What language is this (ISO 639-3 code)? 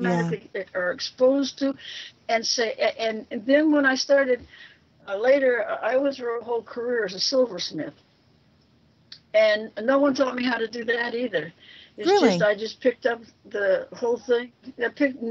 eng